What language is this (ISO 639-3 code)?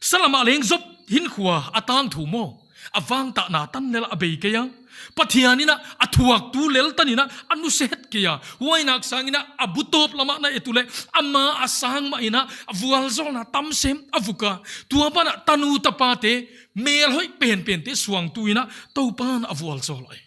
pck